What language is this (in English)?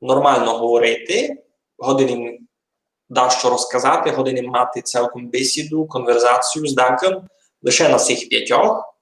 Rusyn